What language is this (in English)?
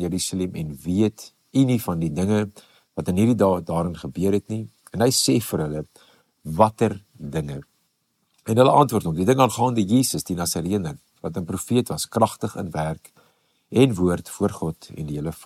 Afrikaans